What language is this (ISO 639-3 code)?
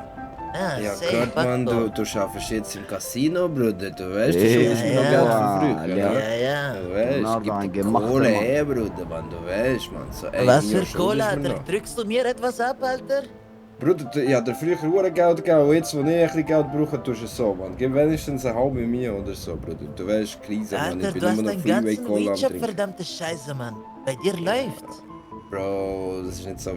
gsw